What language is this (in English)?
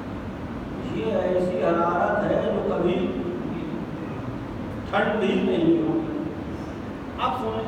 Urdu